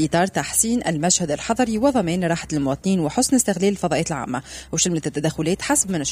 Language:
Tunisian Arabic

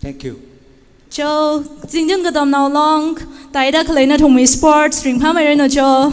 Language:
Tangkhul Naga (India)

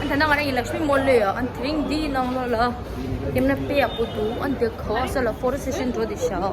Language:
Tibetan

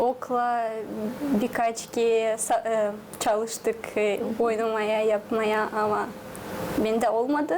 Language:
Gagauz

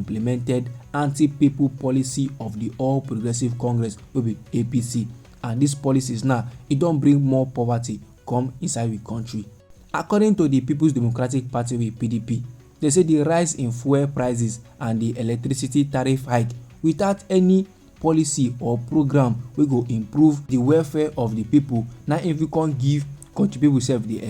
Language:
Nigerian Pidgin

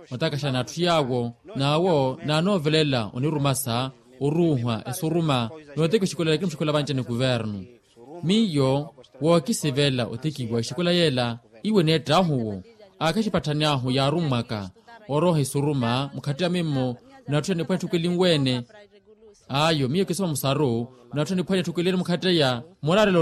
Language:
Makhuwa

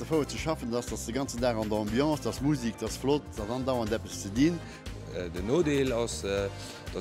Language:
Luxembourgish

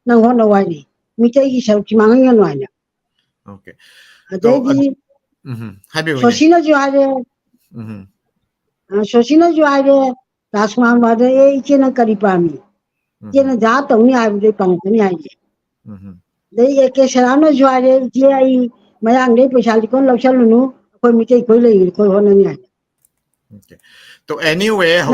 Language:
Manipuri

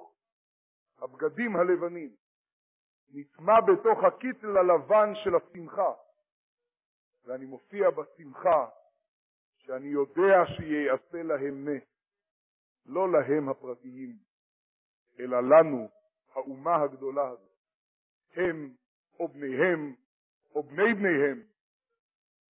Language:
Hebrew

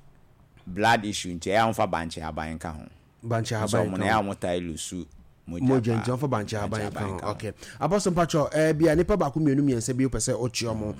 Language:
Akan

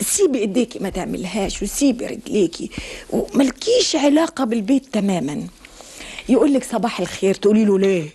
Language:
Egyptian Arabic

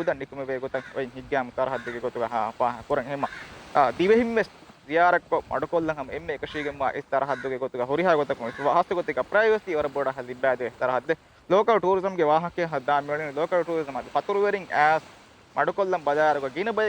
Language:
Divehi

